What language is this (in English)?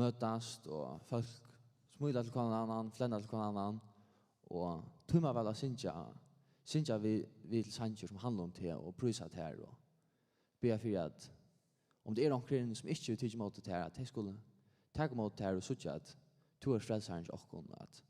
Faroese